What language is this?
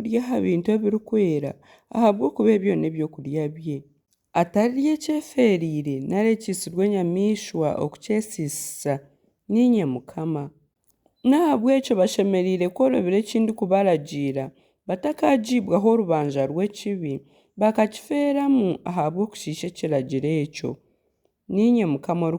Nyankole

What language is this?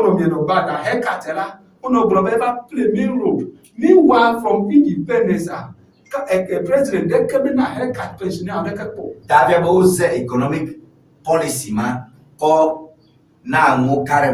Ewe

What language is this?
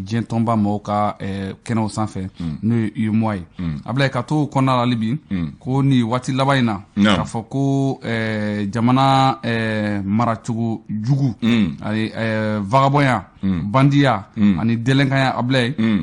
Bambara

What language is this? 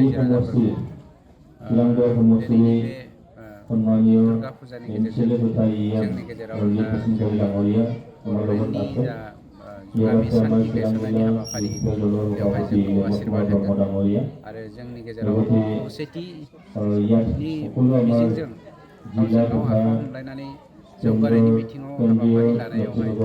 Bodo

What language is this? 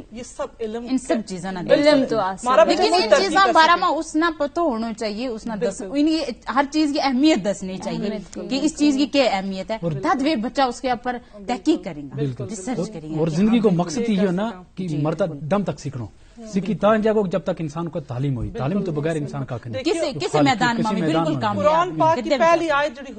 Gujari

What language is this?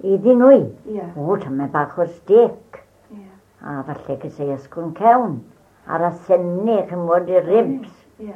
Welsh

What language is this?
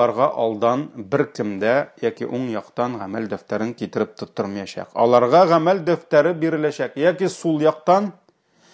Tatar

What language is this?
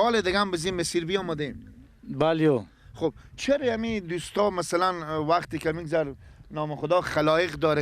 Persian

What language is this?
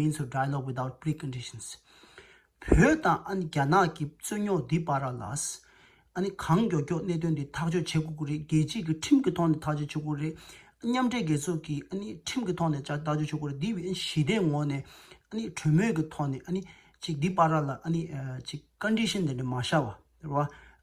Tibetan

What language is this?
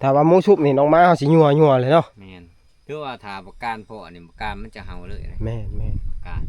Northeastern Thai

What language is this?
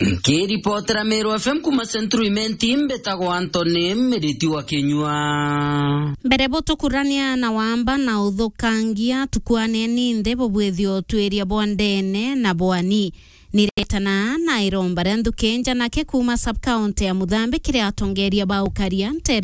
Meru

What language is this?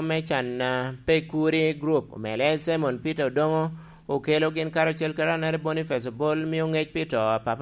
Lango (Uganda)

